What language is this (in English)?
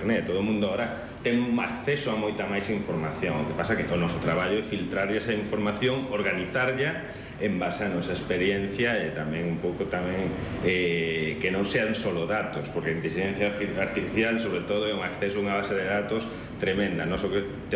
Galician